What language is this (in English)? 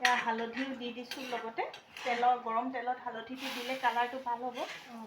Assamese